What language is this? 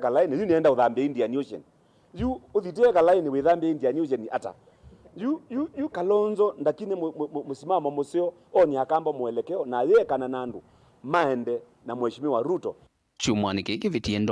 Kamba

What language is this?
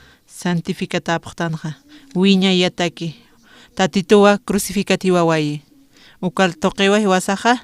Aymara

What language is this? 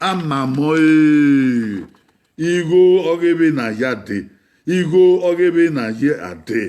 Bini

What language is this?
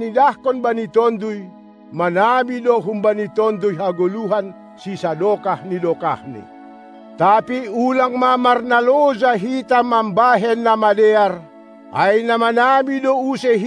Batak Simalungun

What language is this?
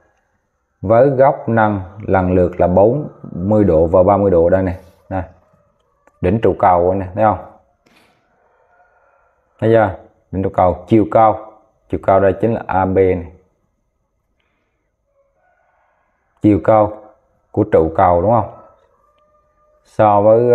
Vietnamese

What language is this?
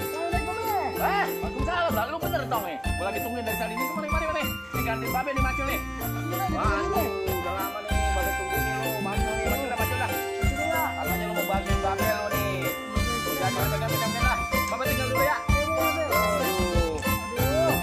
Betawi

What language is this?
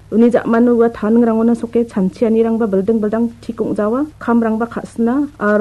Garo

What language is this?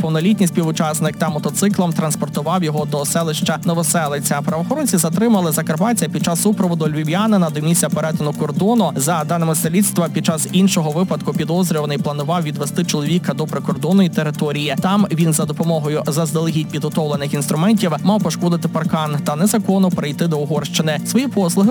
Ukrainian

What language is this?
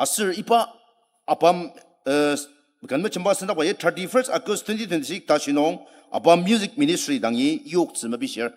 Ao Naga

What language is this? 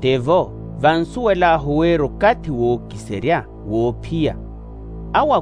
Makhuwa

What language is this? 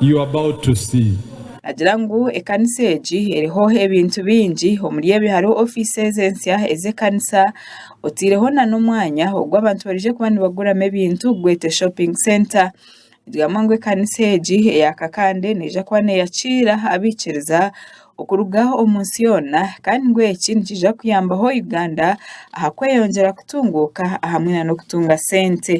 Nyankole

